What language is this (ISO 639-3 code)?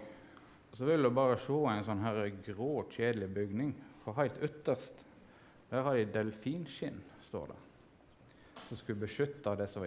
nor